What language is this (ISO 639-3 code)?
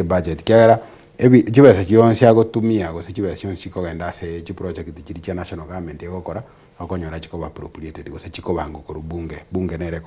guz